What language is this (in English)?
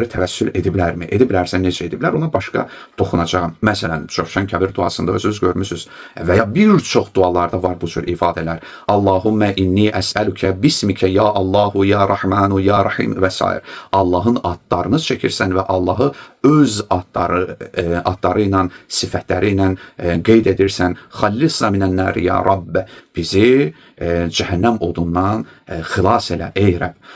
Azerbaijani